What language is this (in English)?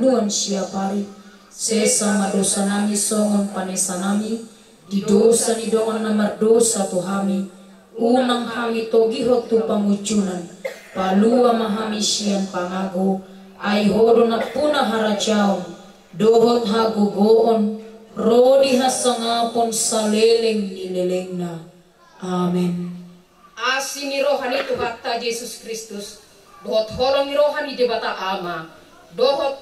Batak Toba